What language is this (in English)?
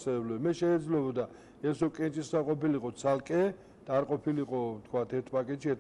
Georgian